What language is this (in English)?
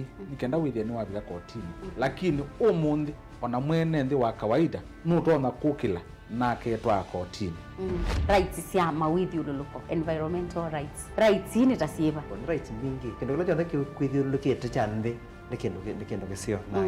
Kamba